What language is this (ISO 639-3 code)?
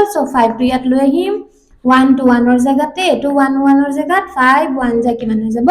asm